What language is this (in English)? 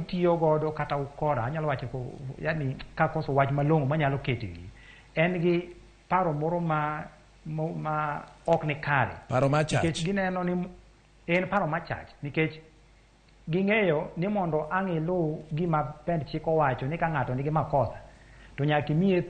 Luo (Kenya and Tanzania)